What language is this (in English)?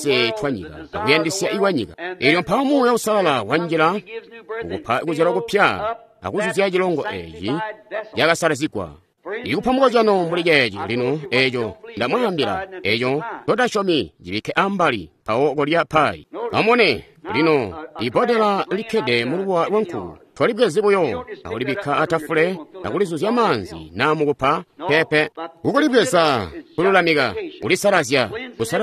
Tonga (Zambia)